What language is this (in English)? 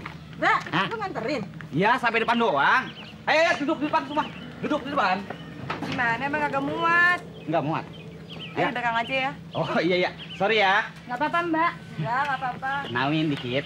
Betawi